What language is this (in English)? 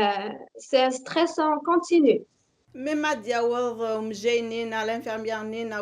Kabyle